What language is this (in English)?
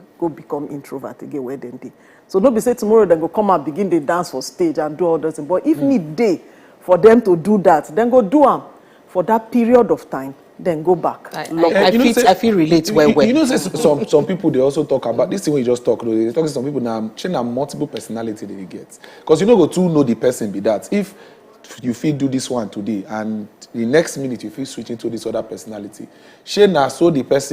Nigerian Pidgin